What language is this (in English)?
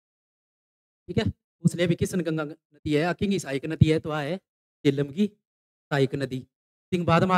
Hindi